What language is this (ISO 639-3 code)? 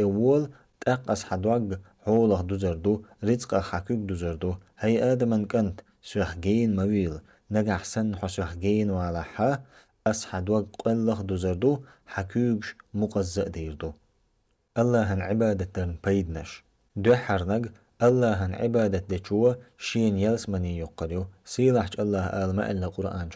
che